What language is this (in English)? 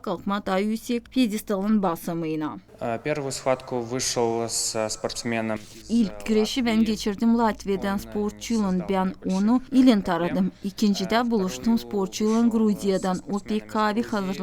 Gagauz